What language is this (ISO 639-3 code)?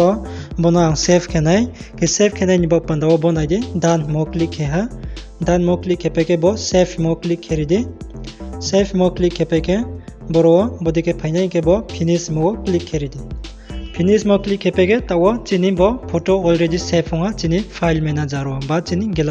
ria